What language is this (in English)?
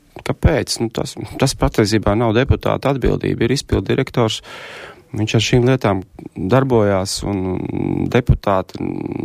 Latvian